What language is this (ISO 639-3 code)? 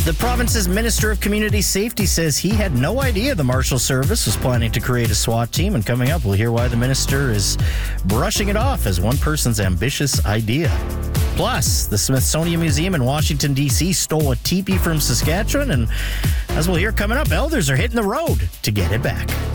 eng